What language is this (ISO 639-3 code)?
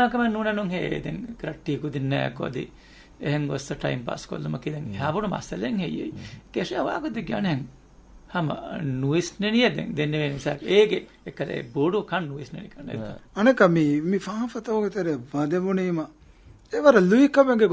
div